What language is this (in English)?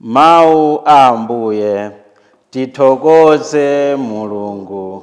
Nyanja